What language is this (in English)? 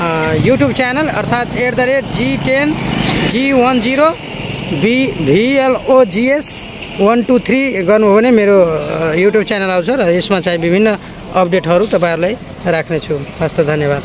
Nepali